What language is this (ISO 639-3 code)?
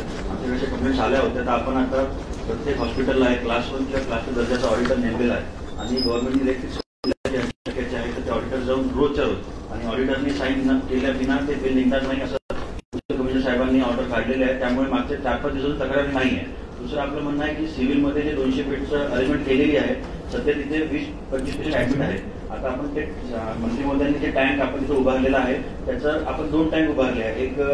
mar